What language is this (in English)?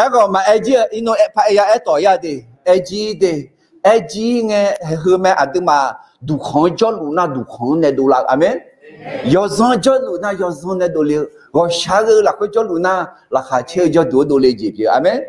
Akha